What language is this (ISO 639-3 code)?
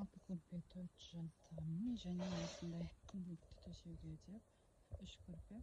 kaz